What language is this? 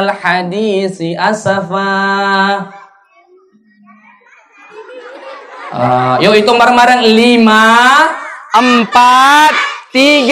Indonesian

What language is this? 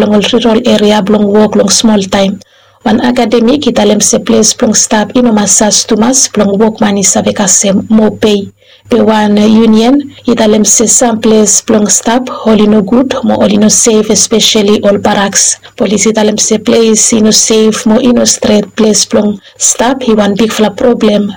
Bislama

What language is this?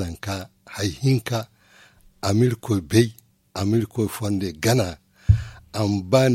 Zarma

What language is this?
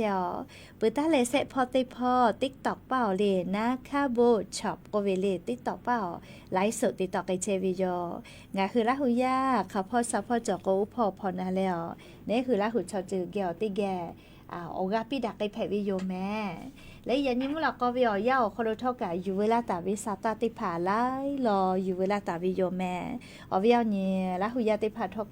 Lahu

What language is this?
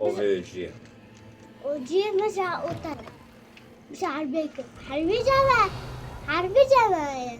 Kurdish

